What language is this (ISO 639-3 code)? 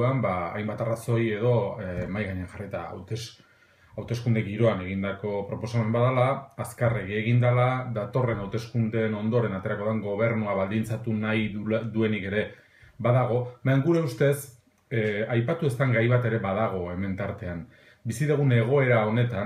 eus